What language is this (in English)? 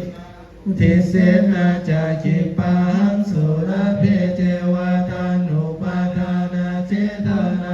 Pali